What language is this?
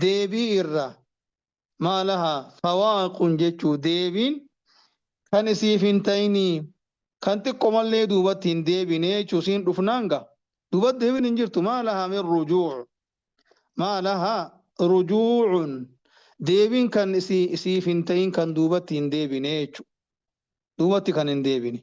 Oromo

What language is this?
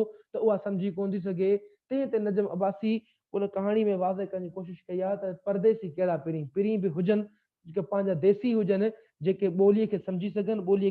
Sindhi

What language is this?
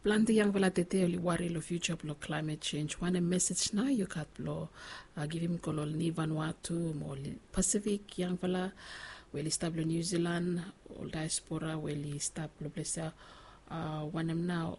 Bislama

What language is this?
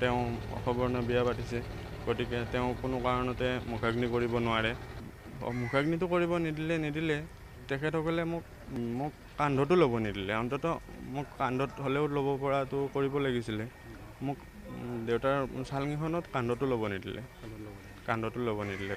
Assamese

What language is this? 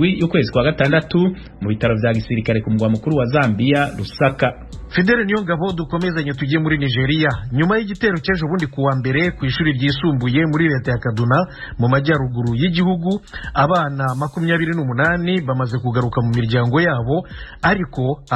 Rundi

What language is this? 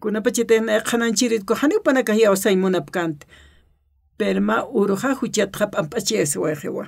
Aymara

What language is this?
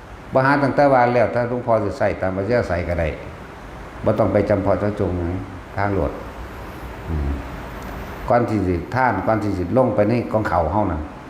Northeastern Thai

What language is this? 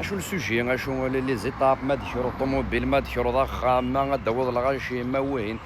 Kabyle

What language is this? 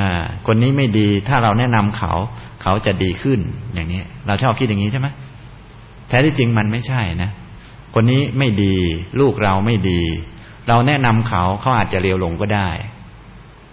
Thai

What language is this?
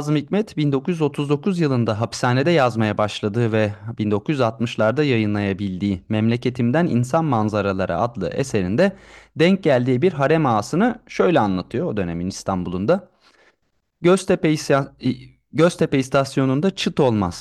Turkish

